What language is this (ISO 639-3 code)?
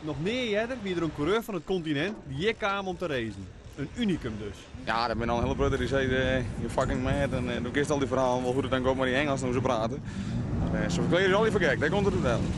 fry